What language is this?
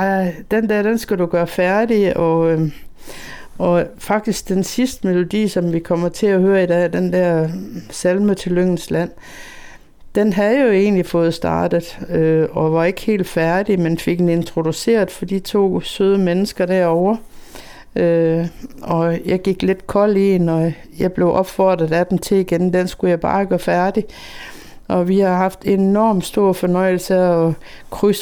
Danish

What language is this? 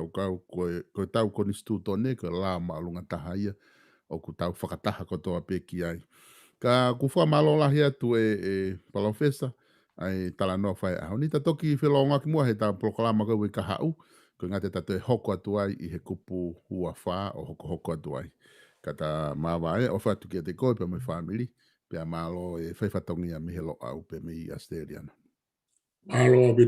Tongan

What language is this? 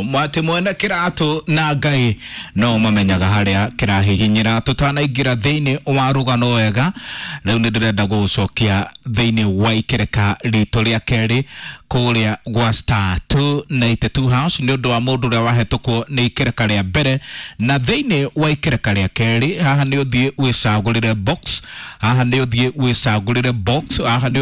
Kikuyu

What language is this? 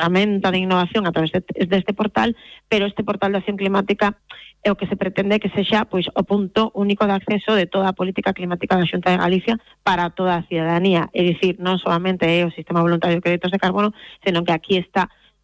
Galician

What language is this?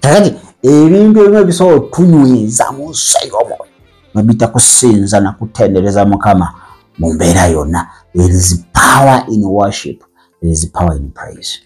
Ganda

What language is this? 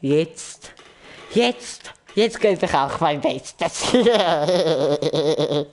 Swiss German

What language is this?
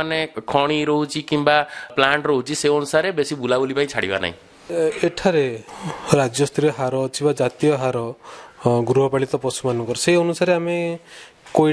Odia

